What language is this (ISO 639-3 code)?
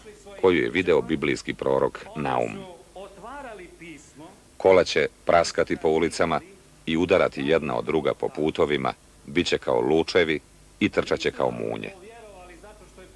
srp